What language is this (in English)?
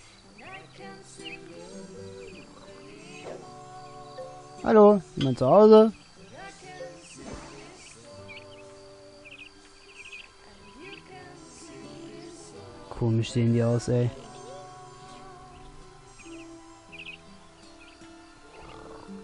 German